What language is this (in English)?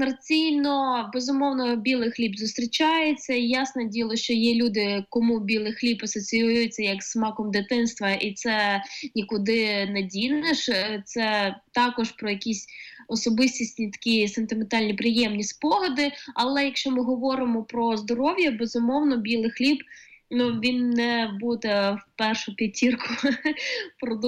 Ukrainian